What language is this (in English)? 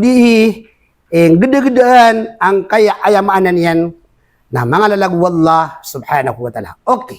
Maranao